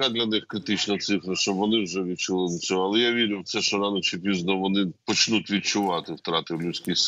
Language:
Ukrainian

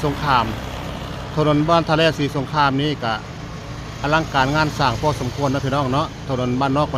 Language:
Northeastern Thai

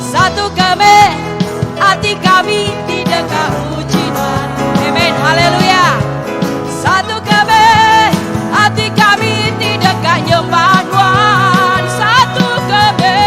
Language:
Iban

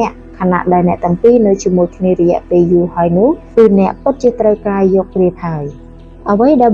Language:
Khmer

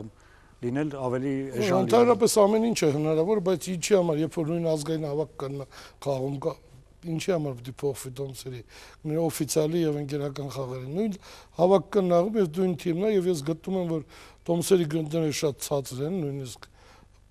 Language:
Armenian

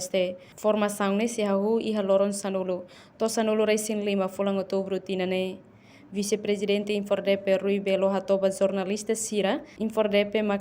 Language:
Tetum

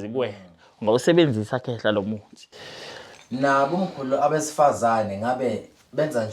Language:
Zulu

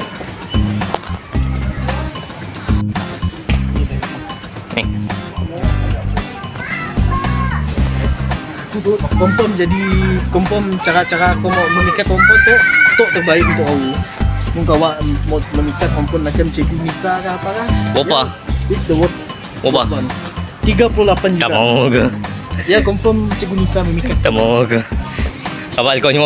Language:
Malay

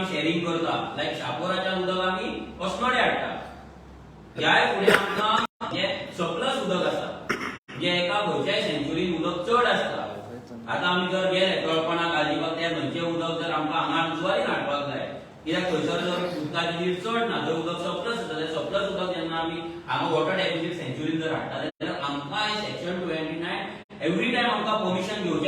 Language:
Konkani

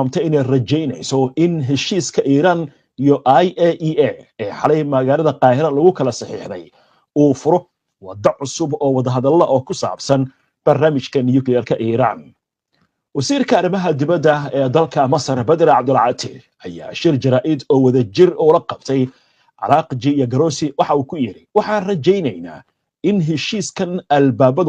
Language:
Somali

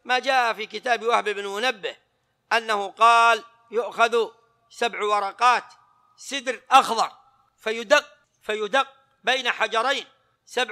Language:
Arabic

